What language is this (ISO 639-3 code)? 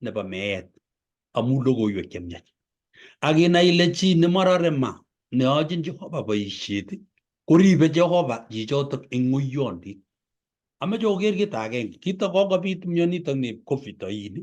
kln